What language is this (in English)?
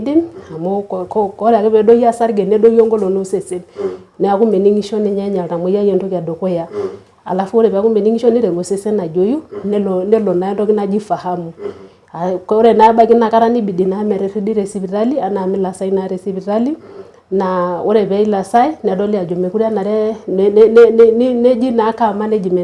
Masai